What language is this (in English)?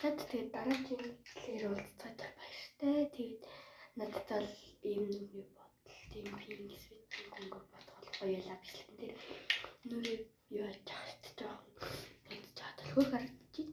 Mongolian